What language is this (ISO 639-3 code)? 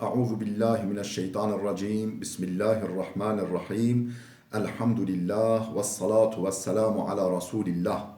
kur